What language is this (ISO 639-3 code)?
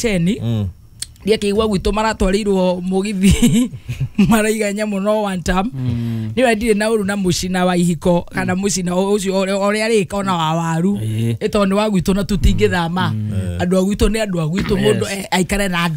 kik